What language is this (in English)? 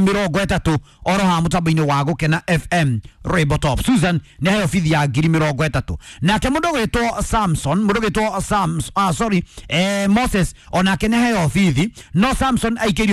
Kikuyu